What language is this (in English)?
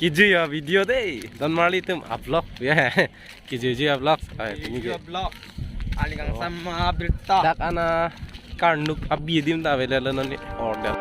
Karbi